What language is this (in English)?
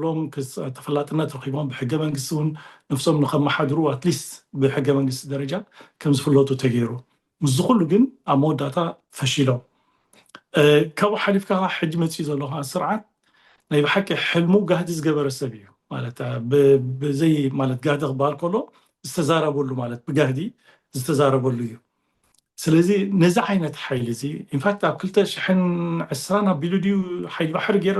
Tigrinya